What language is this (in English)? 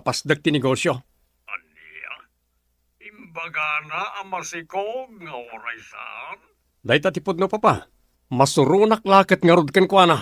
Iloko